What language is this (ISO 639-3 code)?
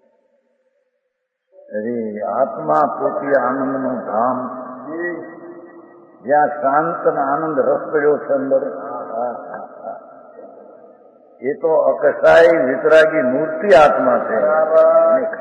guj